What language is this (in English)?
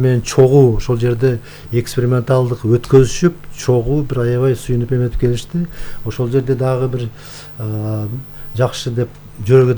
Kyrgyz